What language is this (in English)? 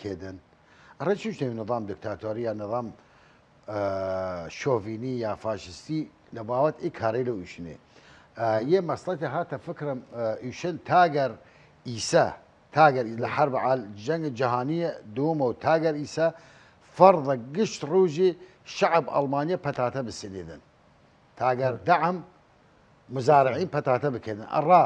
Southern Kurdish